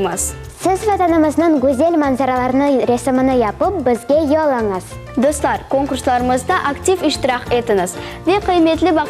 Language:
Crimean Tatar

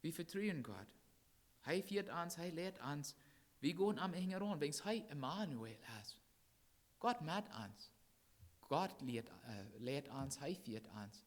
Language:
Plautdietsch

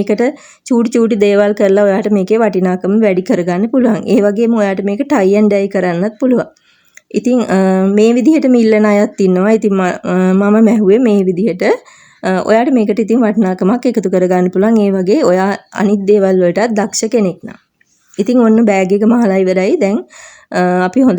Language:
Sinhala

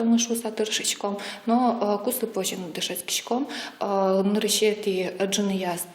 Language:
Udmurt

